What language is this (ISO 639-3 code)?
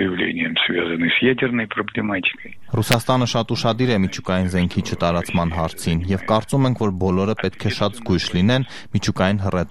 hye